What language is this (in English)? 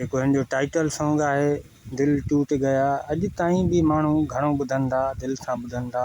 Sindhi